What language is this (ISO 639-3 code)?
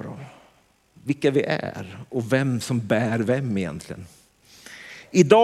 swe